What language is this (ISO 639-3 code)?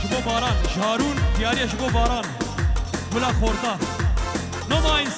kur